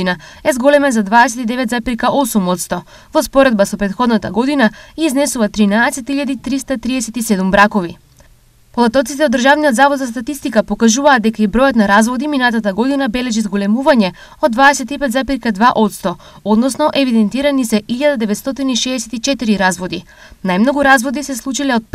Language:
Macedonian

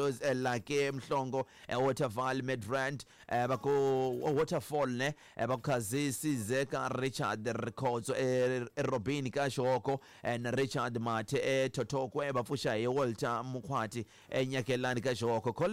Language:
Tsonga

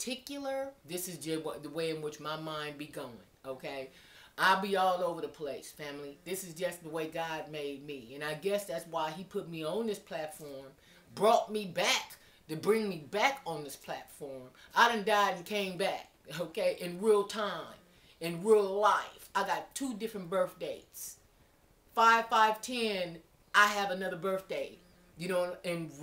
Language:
English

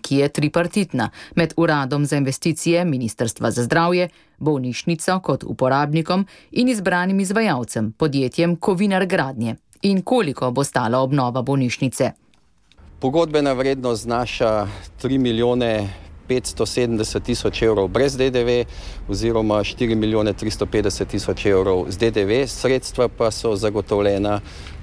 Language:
Slovenian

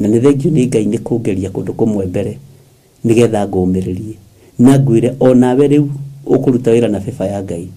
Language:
Kikuyu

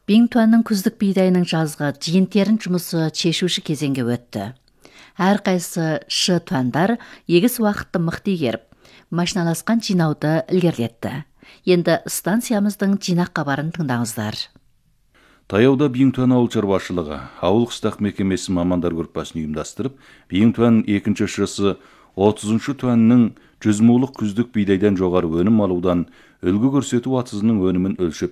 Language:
Kazakh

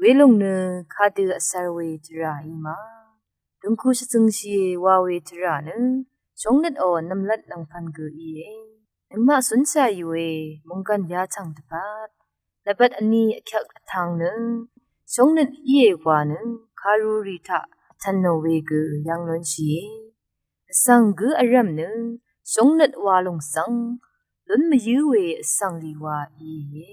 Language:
Rawang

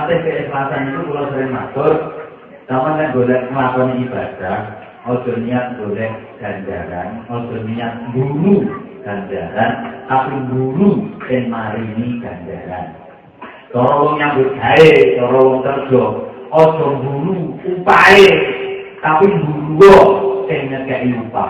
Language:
Javanese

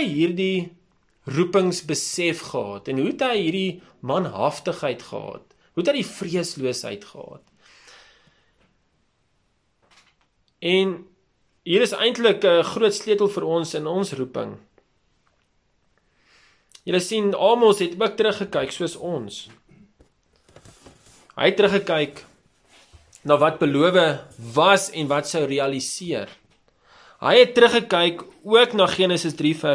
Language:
Afrikaans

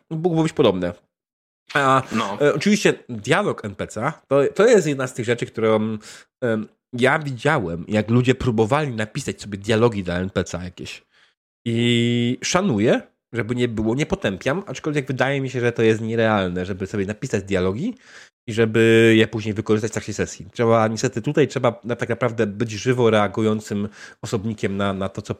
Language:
Polish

